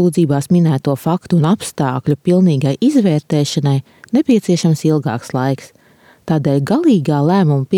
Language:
Latvian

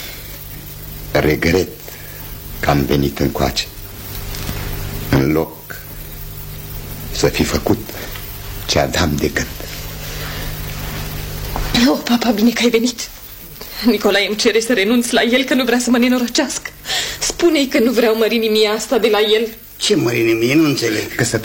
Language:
Romanian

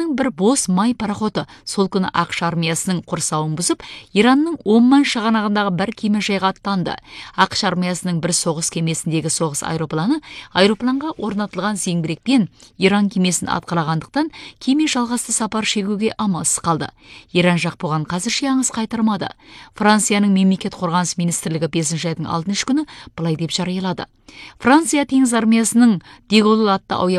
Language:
Kazakh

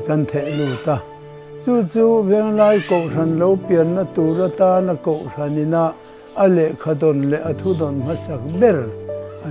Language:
Mizo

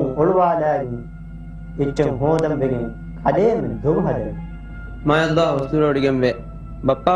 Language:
Divehi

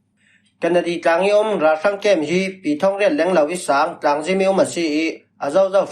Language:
Falam Chin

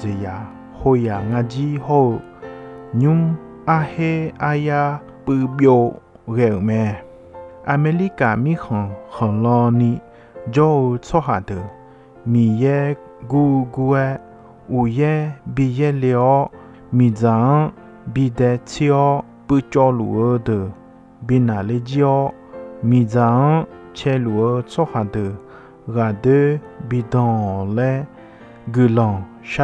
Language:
Akha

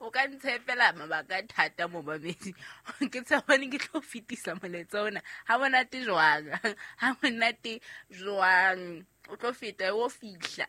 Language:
Southern Sotho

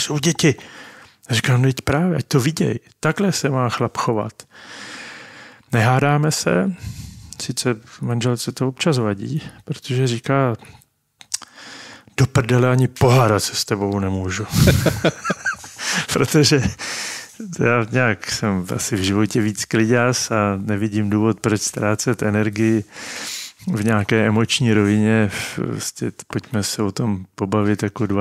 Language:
Czech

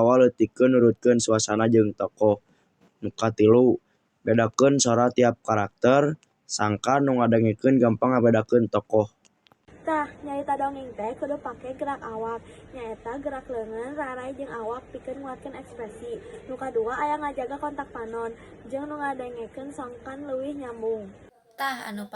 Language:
Sundanese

